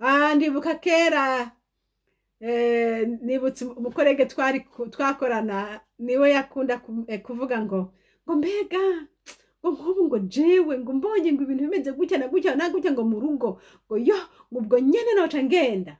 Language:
Rundi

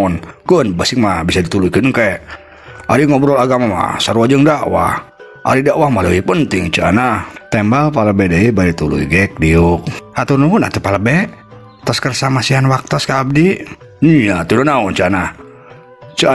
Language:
Sundanese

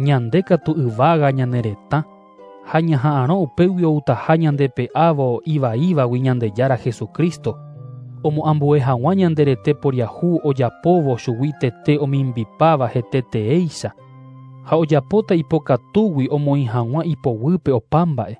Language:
Guarani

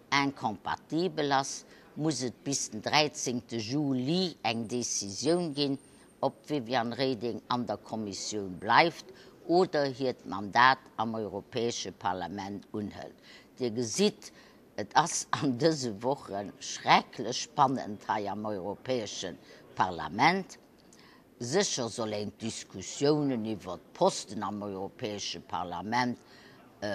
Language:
Luxembourgish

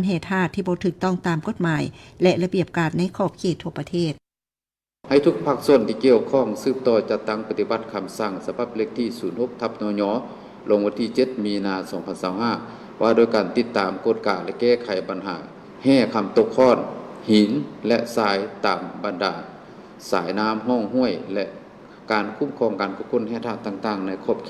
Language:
Lao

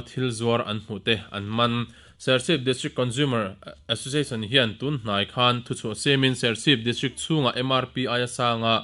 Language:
Mizo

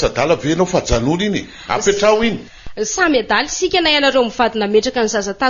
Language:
Malagasy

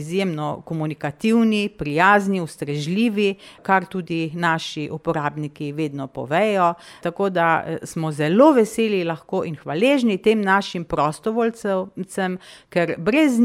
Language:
Slovenian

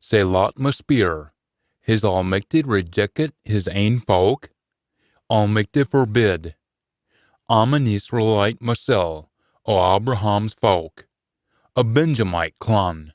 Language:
Scots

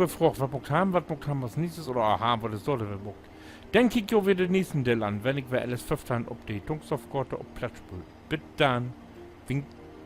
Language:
Low German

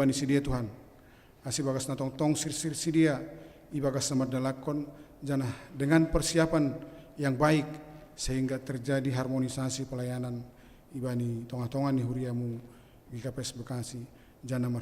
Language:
Batak Simalungun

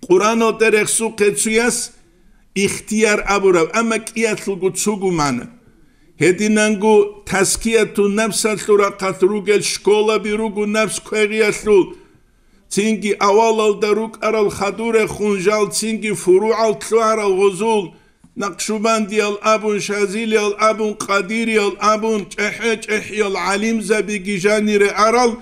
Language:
Avaric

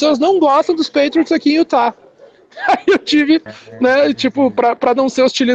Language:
Portuguese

